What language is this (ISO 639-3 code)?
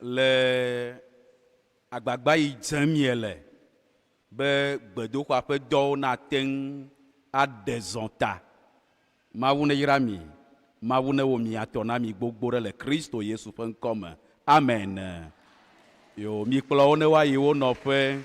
ewe